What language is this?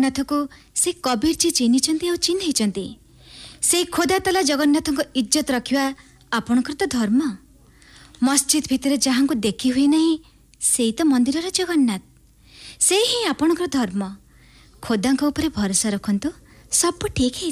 Odia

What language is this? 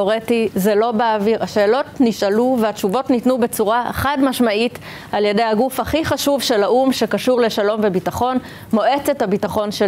Hebrew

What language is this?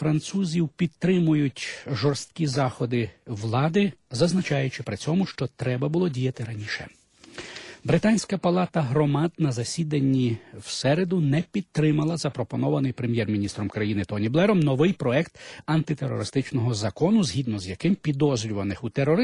Ukrainian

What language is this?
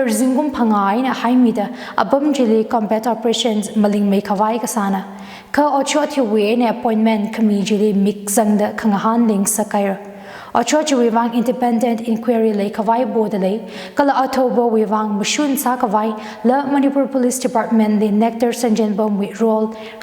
Tangkhul Naga (India)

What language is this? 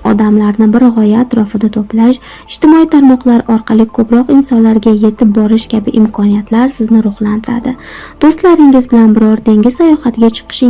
Uzbek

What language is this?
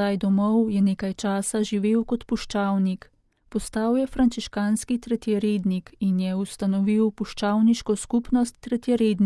Slovenian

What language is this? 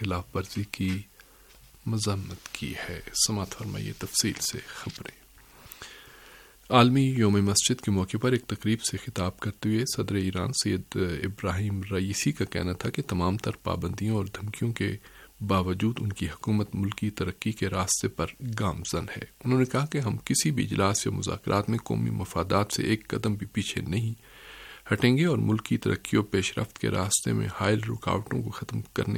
Urdu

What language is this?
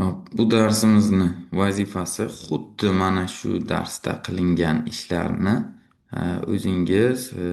Uzbek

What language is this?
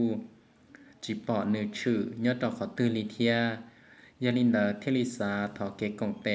Hmong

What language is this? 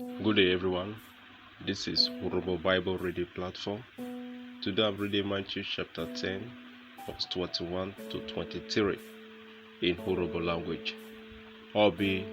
Urhobo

